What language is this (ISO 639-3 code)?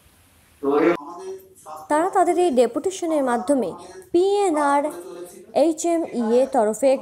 ben